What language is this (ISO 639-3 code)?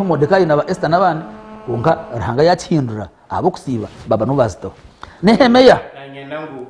nyn